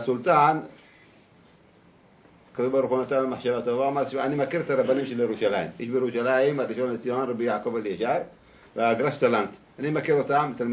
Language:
Hebrew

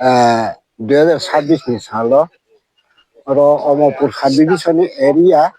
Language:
Riang (India)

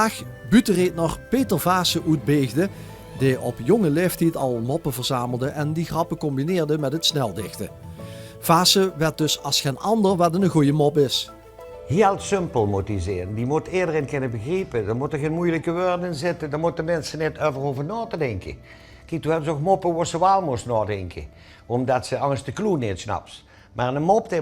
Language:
Limburgish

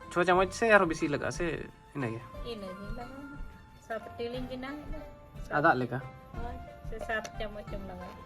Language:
Santali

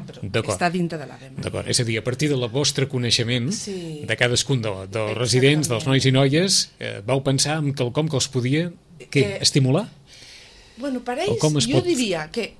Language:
Catalan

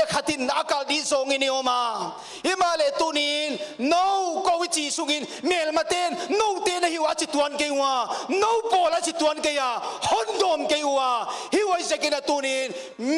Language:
Paite Chin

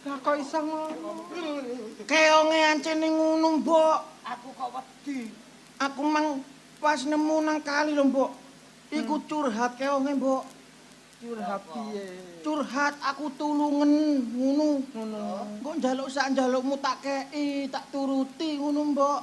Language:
Javanese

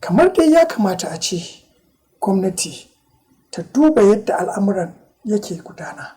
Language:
Hausa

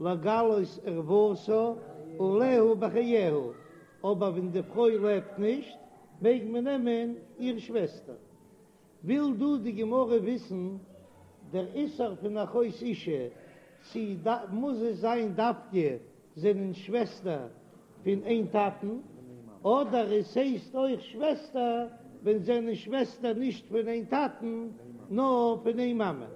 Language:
Yiddish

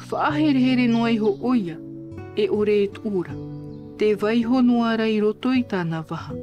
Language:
Tahitian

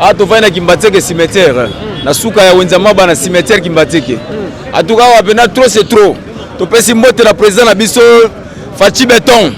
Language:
Lingala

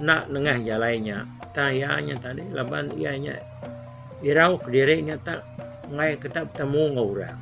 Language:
Iban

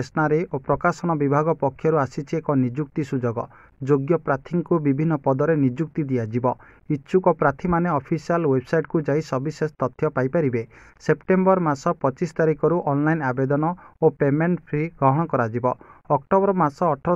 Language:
Odia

